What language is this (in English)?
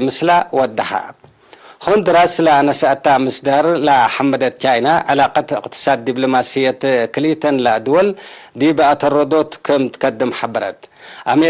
Tigre